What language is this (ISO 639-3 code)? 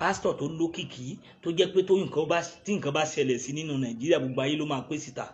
yor